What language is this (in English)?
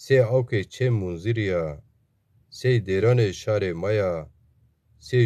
Zaza